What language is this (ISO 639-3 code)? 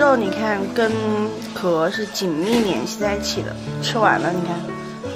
zho